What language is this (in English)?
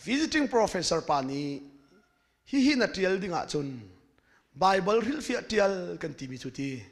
Hakha Chin